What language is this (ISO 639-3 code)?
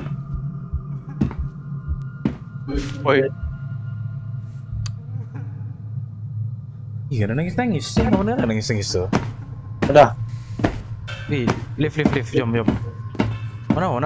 ind